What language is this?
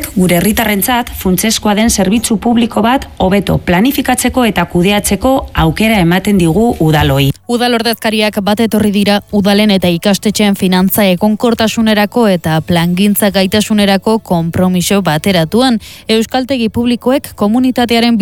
Basque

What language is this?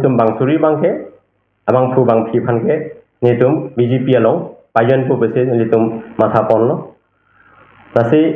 Karbi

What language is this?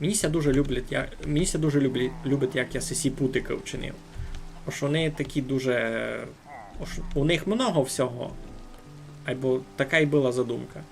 Rusyn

